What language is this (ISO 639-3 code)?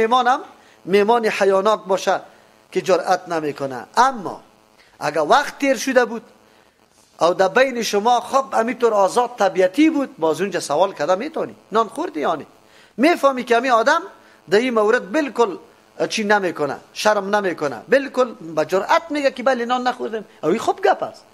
fas